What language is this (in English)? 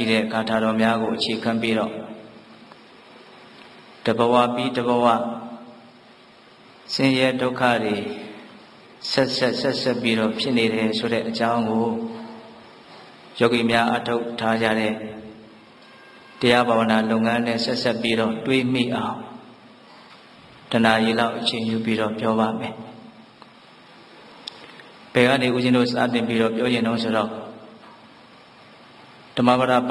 Burmese